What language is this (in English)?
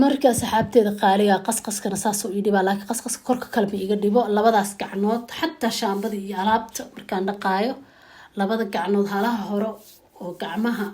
Somali